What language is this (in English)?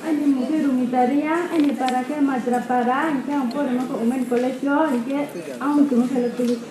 Riang (India)